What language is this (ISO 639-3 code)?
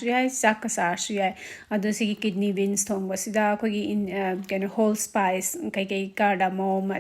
mni